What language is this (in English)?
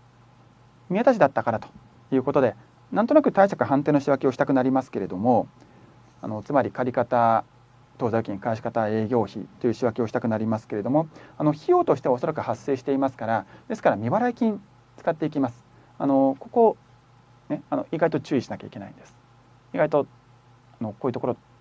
Japanese